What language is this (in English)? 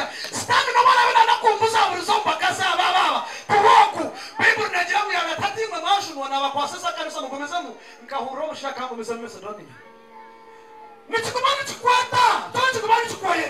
Kinyarwanda